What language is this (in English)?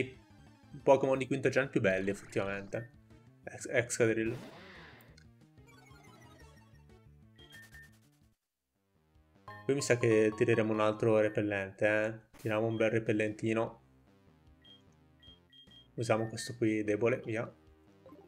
Italian